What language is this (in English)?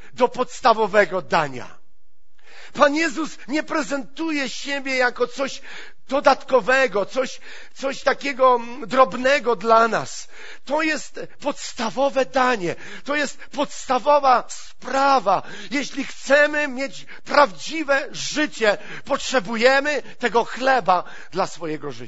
Polish